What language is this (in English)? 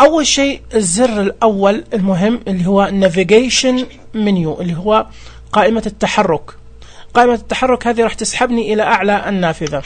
Najdi Arabic